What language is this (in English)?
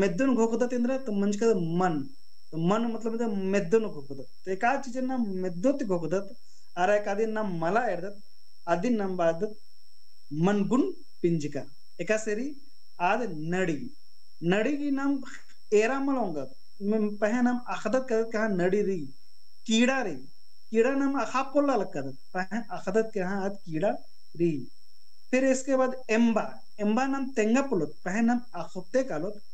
Kurukh